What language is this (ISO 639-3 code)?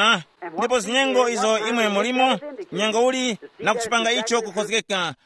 tum